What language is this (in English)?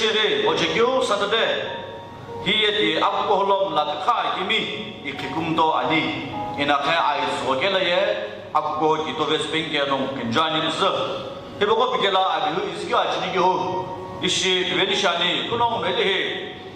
Sumi Naga